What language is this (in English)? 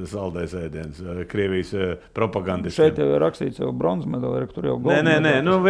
Latvian